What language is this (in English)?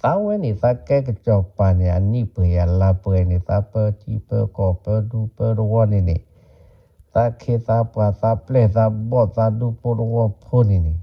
S'gaw Karen